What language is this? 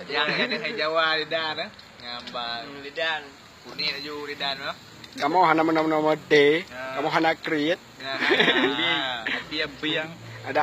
Achinese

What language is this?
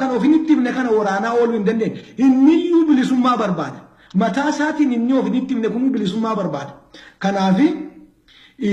Oromo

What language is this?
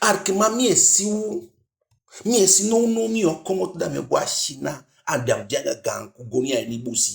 Eastern Maroon Creole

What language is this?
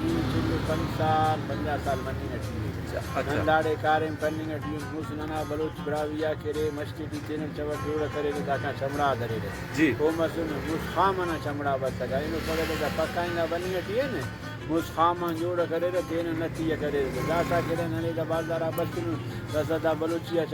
Brahui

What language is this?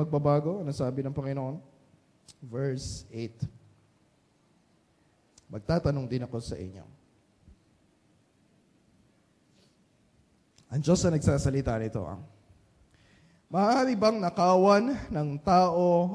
Filipino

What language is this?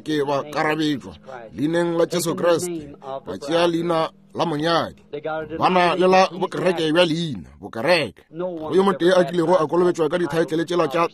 Northern Sotho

